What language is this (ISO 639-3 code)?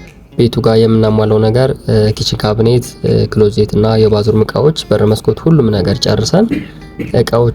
amh